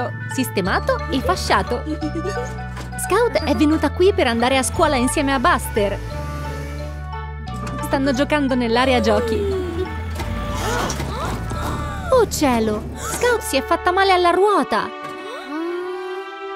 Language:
Italian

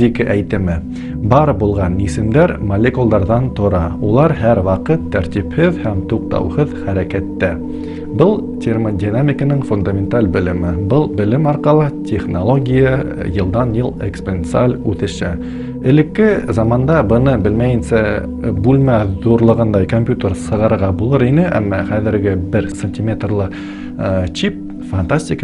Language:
Bashkir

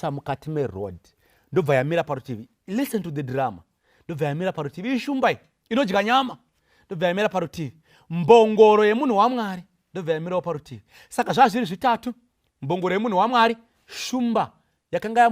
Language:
Shona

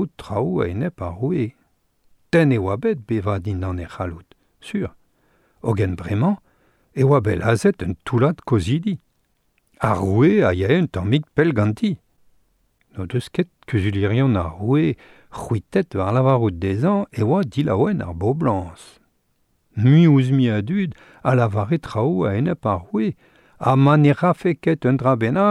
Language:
Breton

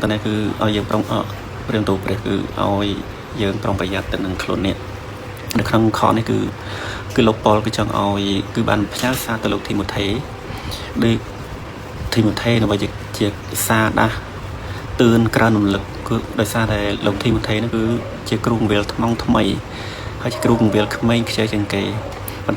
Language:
Khmer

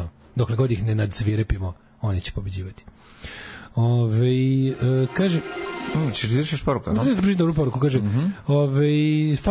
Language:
Serbian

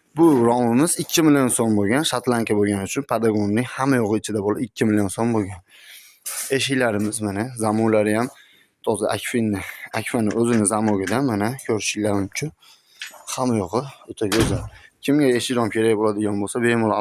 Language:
Uzbek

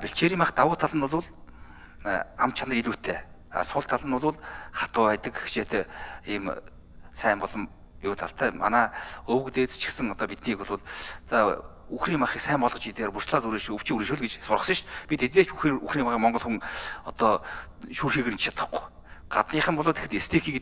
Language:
Mongolian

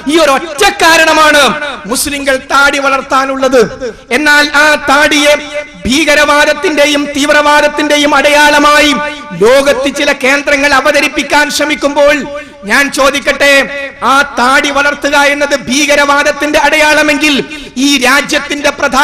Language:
Malayalam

